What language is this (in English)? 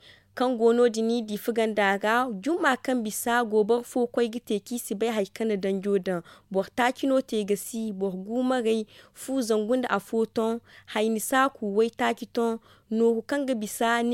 Zarma